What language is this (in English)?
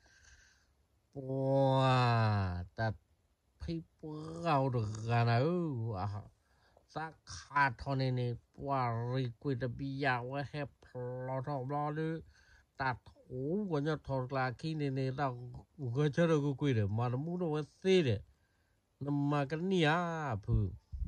S'gaw Karen